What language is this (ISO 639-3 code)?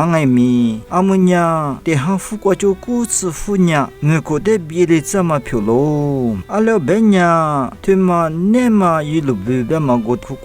lis